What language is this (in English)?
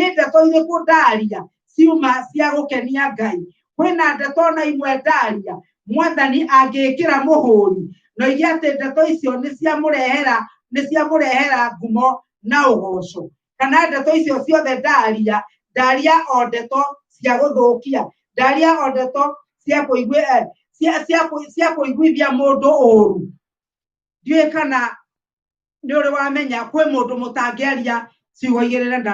Kikuyu